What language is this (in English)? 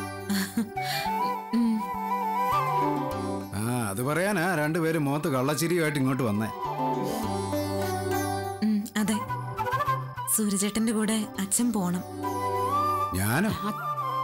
Malayalam